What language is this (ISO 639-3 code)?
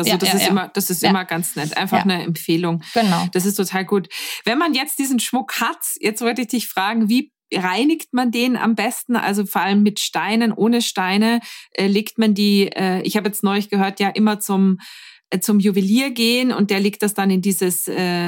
deu